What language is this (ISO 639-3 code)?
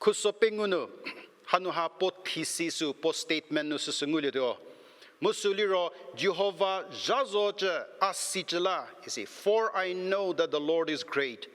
njm